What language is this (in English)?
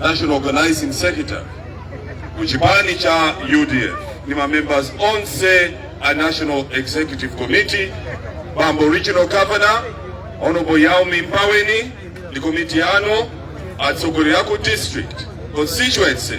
Nyanja